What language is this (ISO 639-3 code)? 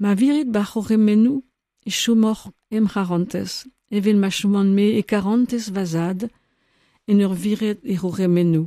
bre